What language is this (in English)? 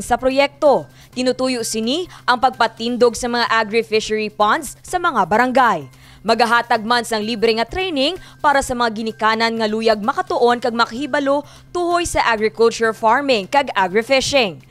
Hiligaynon